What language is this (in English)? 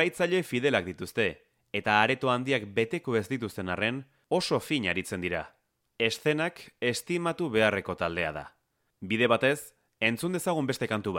Basque